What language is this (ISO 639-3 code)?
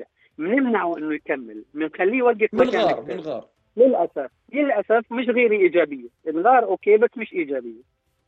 apc